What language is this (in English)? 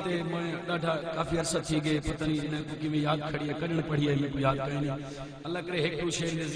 Saraiki